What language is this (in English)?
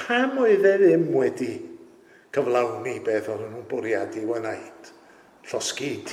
Welsh